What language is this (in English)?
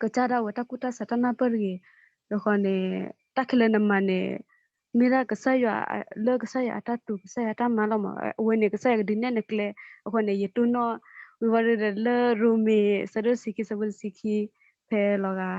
S'gaw Karen